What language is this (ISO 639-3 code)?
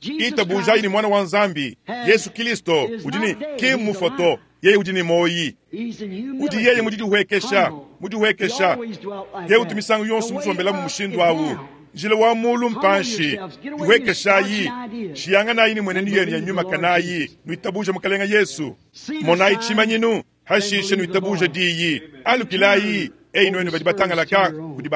lua